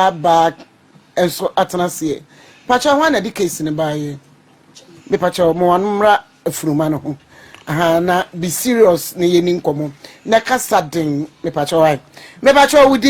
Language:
Akan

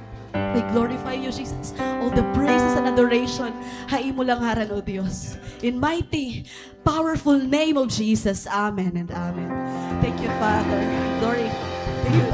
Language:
Waray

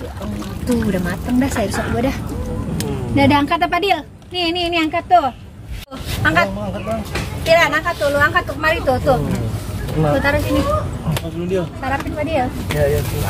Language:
Betawi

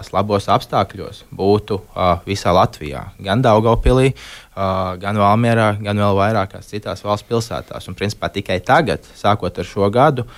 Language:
Latvian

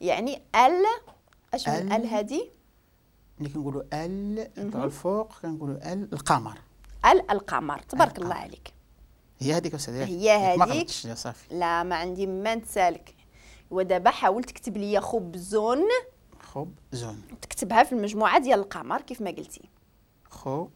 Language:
Moroccan Arabic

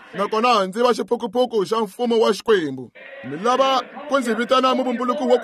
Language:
Tsonga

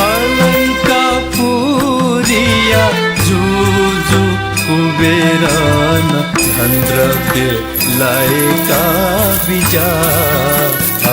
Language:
Newari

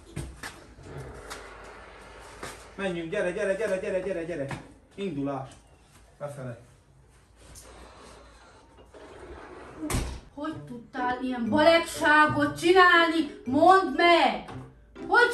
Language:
Hungarian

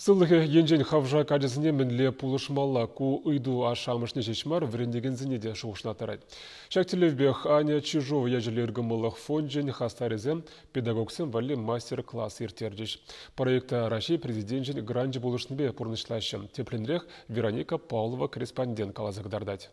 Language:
Chuvash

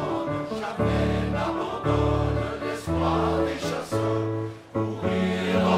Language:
French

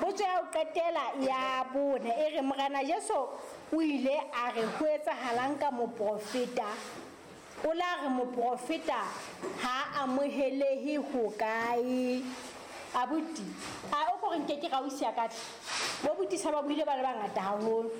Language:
Southern Sotho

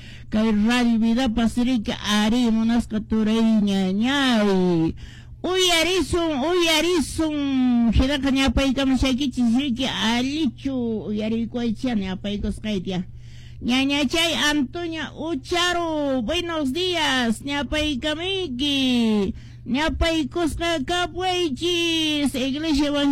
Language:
Quechua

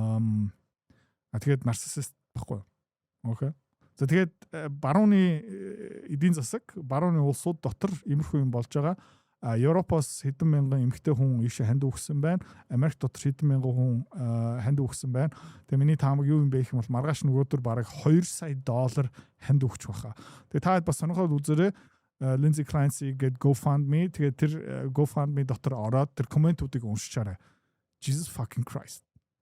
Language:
Mongolian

